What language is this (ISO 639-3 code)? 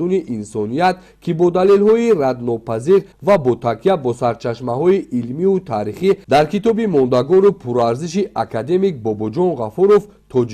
tgk